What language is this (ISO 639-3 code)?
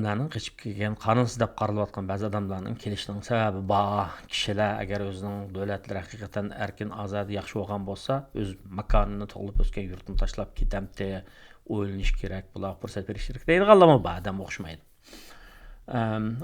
uig